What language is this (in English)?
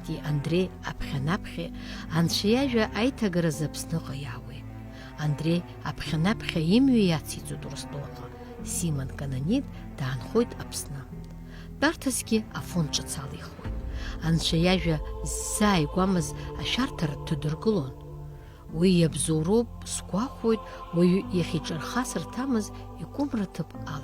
Abkhazian